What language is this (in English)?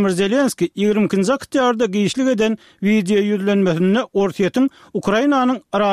Turkmen